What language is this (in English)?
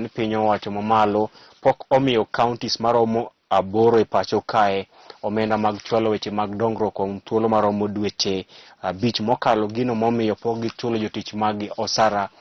Luo (Kenya and Tanzania)